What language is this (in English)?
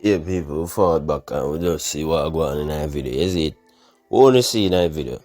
Jamaican Creole English